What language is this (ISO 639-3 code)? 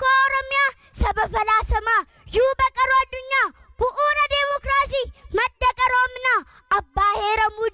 orm